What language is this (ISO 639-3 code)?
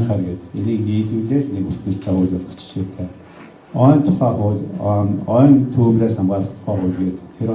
mon